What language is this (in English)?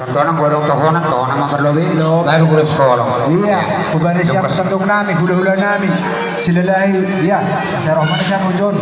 Batak Toba